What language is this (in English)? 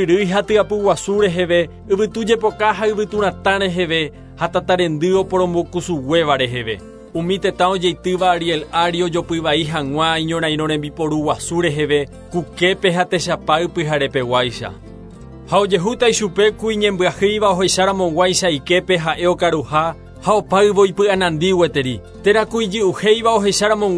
Guarani